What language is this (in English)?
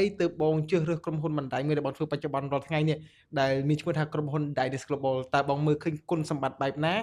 Khmer